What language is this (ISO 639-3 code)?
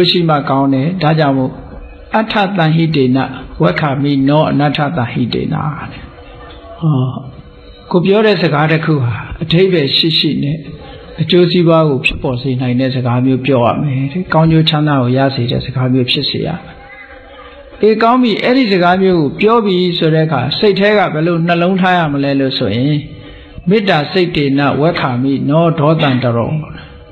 mya